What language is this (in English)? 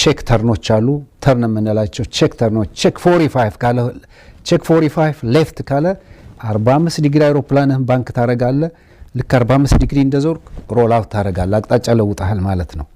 Amharic